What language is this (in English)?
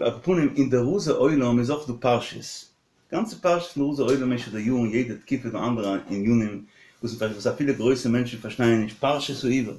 Yiddish